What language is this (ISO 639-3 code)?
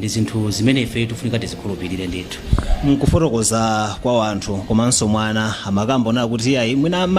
nya